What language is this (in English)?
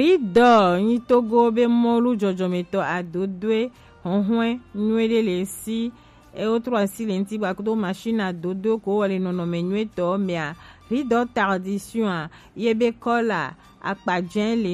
Gen